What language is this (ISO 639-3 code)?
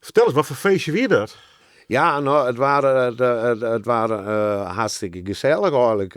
fry